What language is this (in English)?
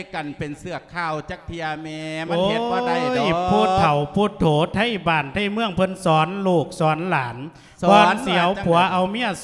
Lao